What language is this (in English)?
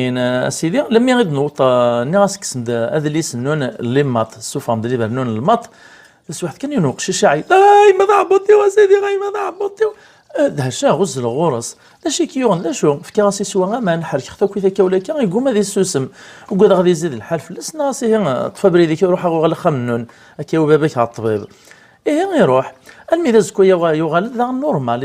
Kabyle